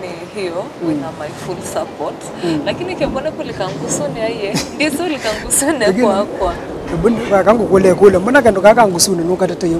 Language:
Kamba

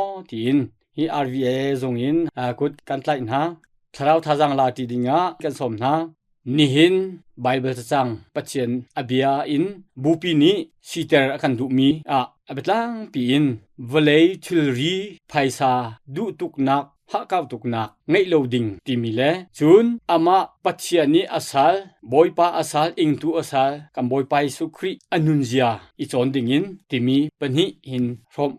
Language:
Hakha Chin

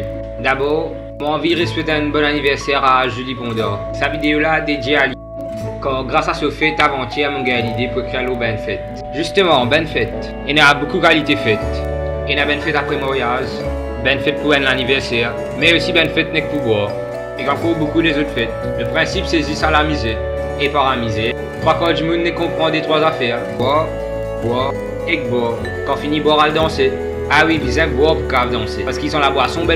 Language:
Morisyen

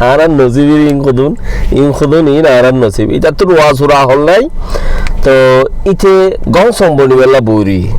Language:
Rohingya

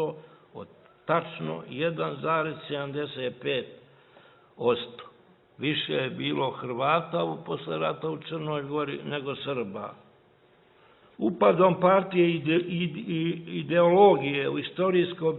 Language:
Serbian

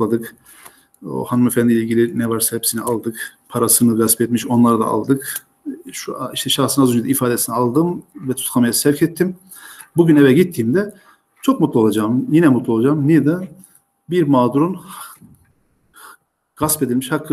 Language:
Turkish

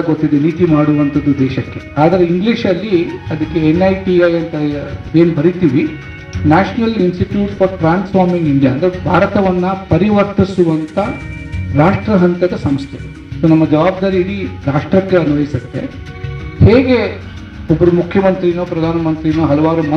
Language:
Kannada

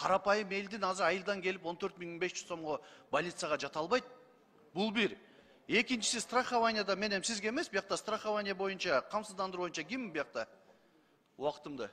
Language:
Kyrgyz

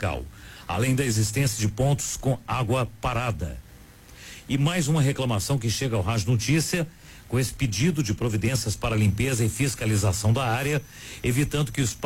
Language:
Portuguese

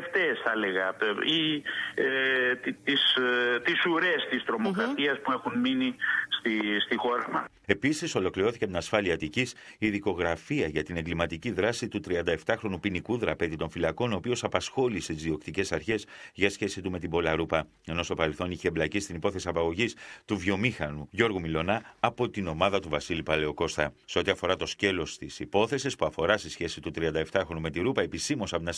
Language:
Greek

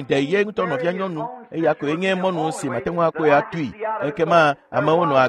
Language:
Ewe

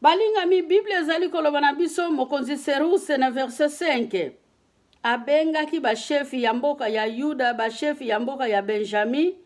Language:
Lingala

